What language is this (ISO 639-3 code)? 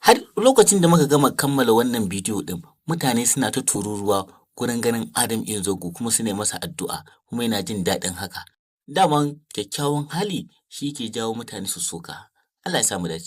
hau